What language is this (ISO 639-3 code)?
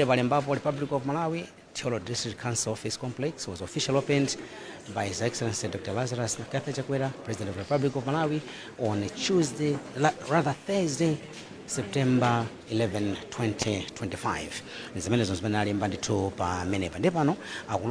nya